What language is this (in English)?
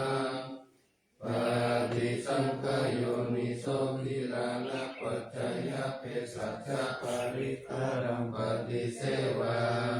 Pali